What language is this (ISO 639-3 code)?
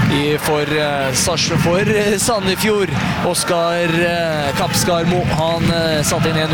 nor